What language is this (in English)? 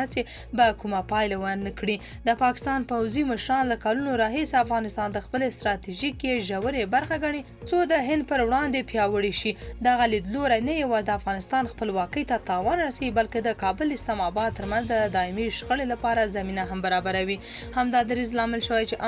Pashto